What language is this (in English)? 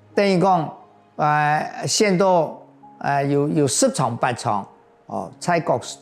Hakka Chinese